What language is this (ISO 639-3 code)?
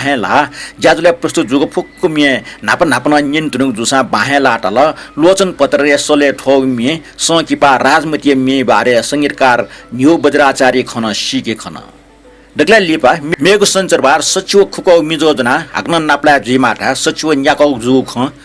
new